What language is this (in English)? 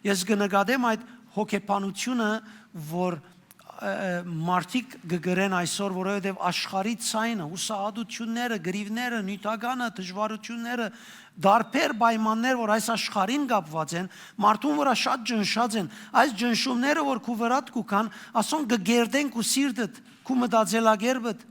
Western Armenian